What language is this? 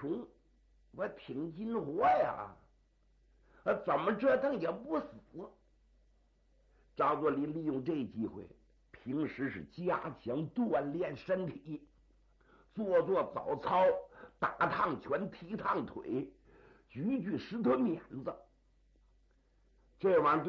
Chinese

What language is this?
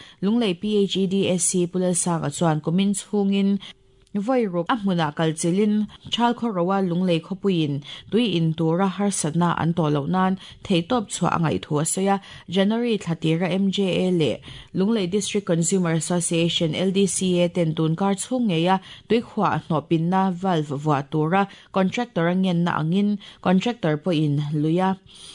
Mizo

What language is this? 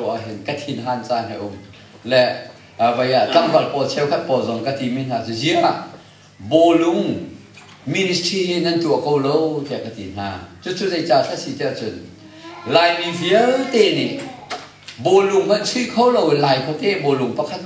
Hakha Chin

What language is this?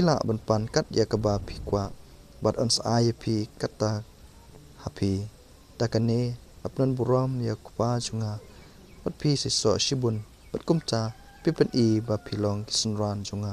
Khasi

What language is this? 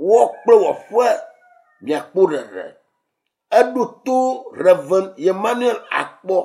Ewe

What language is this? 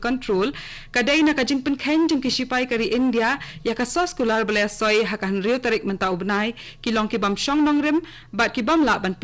Khasi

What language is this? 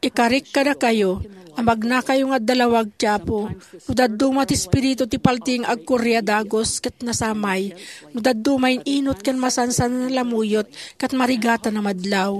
Iloko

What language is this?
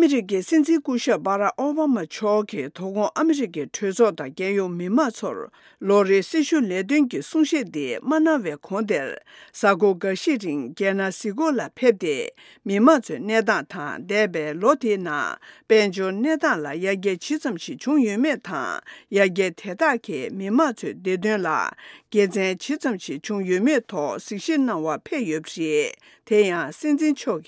Tibetan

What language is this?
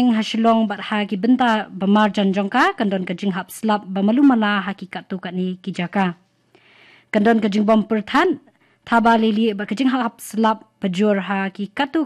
Khasi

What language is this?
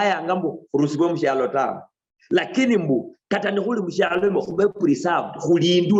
Luyia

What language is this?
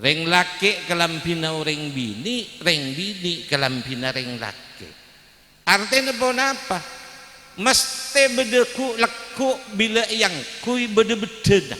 Madurese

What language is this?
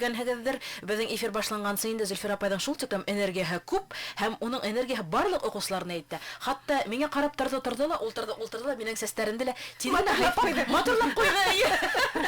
Bashkir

